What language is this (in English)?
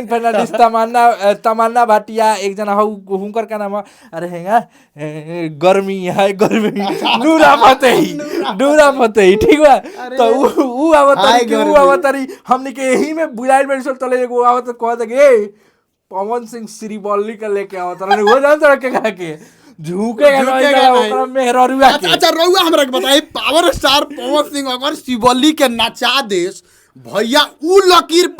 Bhojpuri